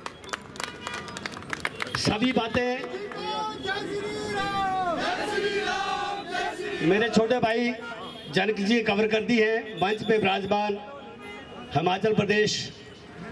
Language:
Hindi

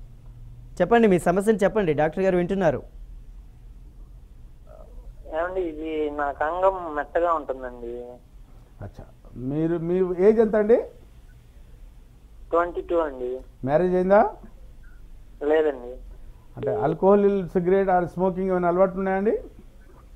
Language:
Telugu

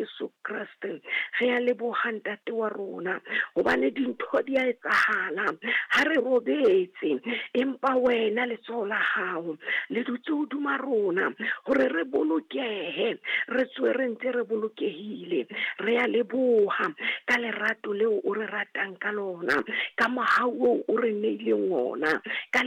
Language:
Southern Sotho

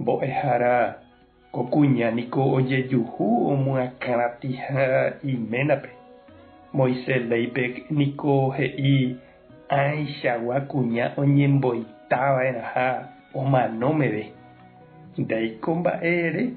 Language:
Guarani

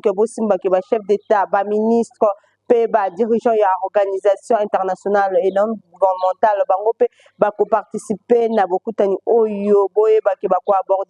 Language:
Lingala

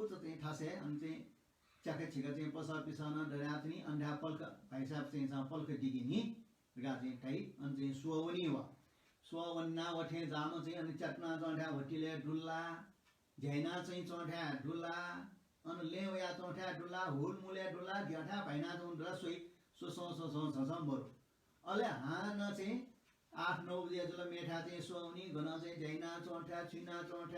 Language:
Newari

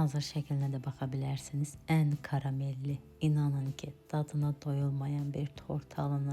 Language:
Azerbaijani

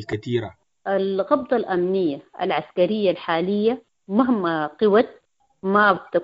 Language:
Sudanese Arabic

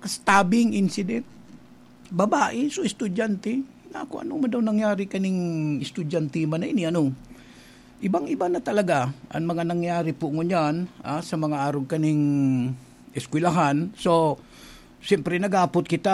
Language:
Bikol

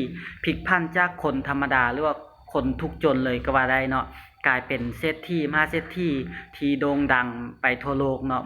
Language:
Lao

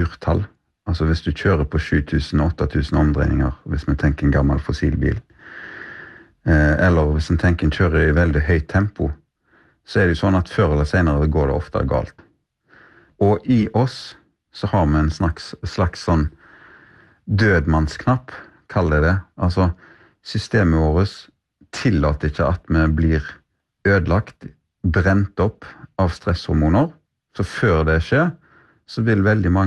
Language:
Norwegian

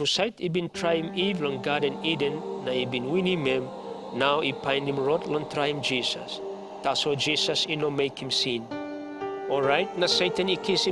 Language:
Tok Pisin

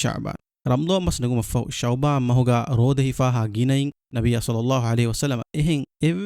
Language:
Divehi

